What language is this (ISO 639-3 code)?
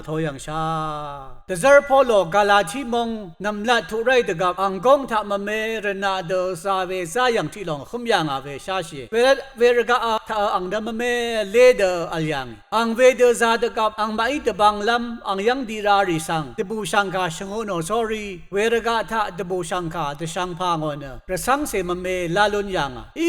raw